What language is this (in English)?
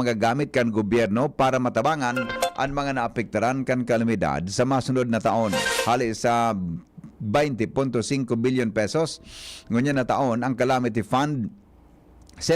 Bikol